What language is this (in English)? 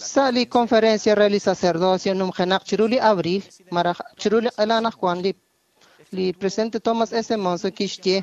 Kekchí